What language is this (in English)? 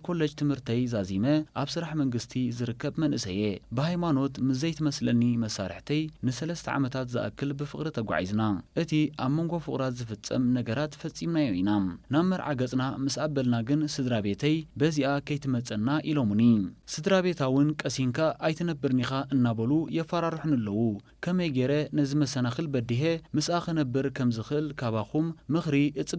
Tigrinya